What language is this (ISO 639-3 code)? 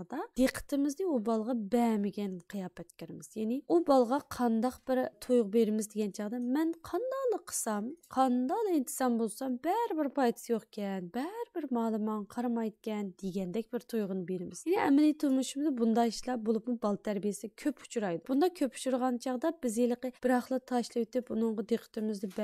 uig